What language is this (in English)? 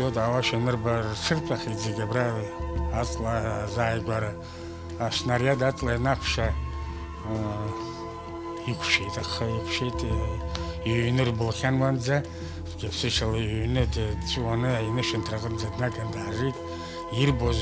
Abkhazian